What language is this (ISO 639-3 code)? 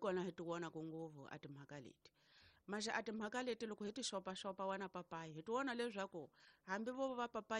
tso